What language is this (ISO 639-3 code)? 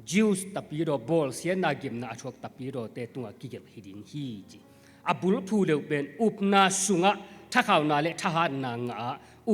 ctd